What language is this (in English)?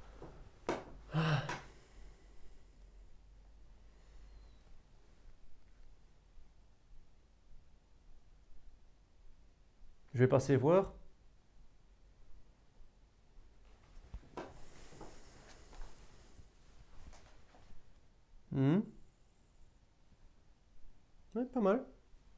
French